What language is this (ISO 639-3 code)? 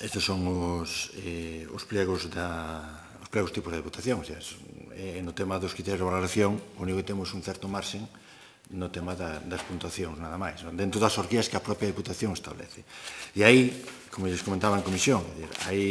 glg